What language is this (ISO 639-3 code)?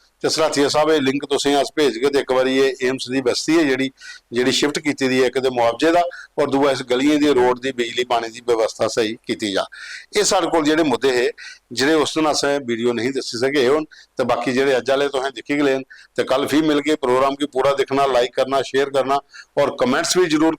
doi